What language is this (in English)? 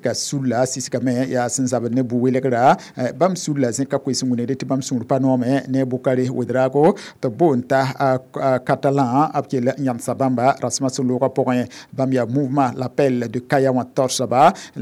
Mossi